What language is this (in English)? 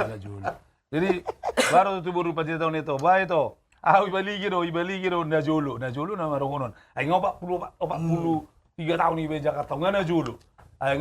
Batak Toba